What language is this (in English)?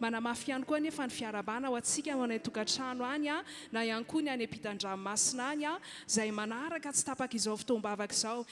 Malagasy